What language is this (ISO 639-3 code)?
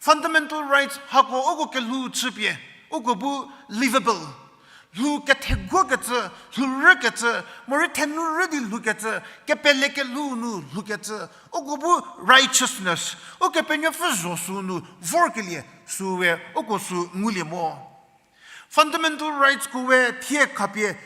njm